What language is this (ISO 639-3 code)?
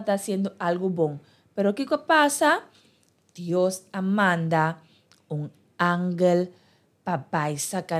pap